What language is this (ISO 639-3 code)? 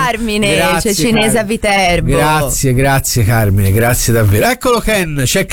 ita